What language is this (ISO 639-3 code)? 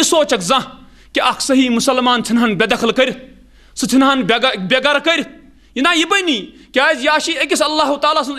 kas